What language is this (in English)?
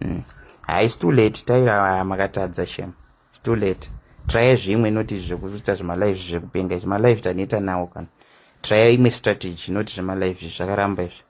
Shona